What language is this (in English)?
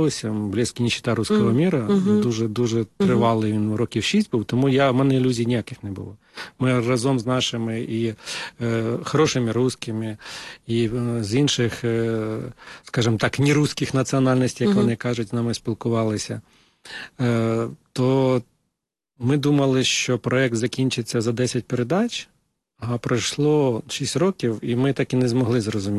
Ukrainian